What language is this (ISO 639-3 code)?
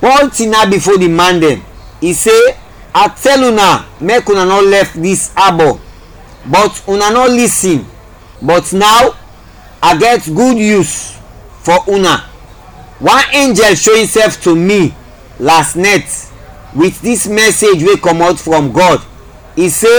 kri